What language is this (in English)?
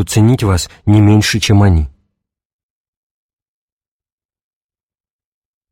Russian